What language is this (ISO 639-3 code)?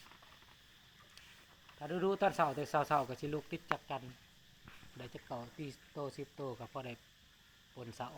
lao